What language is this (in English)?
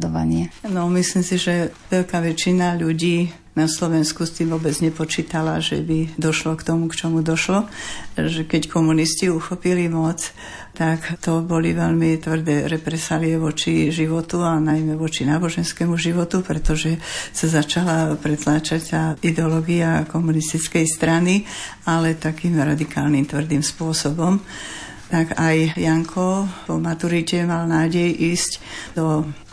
Slovak